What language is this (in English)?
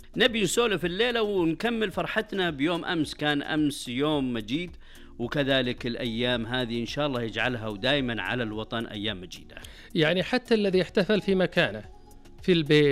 Najdi Arabic